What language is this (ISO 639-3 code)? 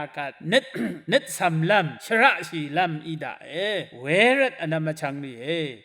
raw